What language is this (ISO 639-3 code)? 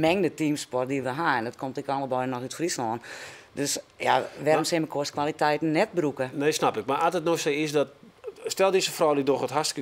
fry